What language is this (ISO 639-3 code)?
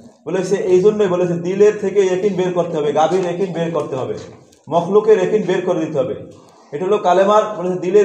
ben